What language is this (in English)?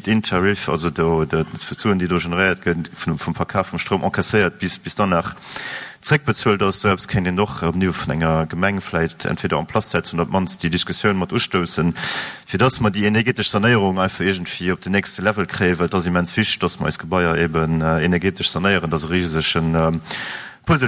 Luxembourgish